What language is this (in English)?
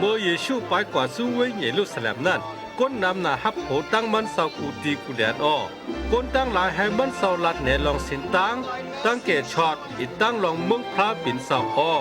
Shan